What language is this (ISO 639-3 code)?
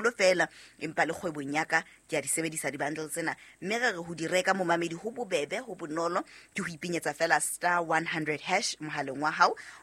sot